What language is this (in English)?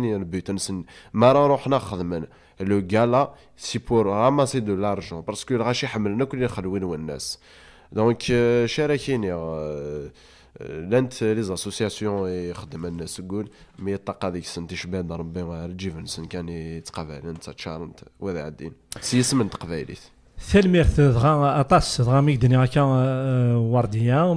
Kabyle